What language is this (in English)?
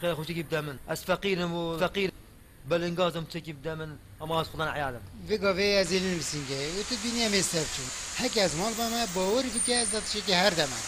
Kurdish